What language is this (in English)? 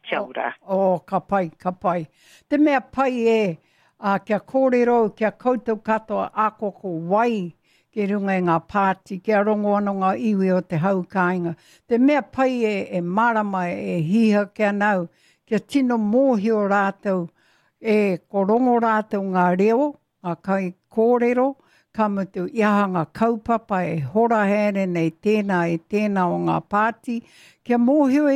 Māori